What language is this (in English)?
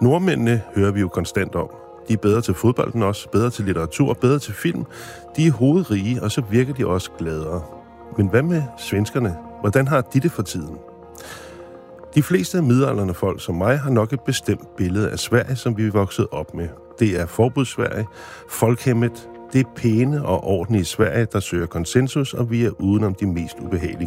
Danish